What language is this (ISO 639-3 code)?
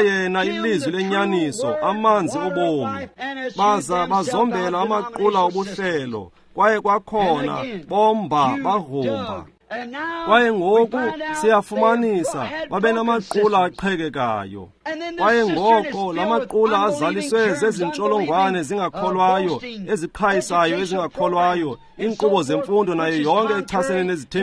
xho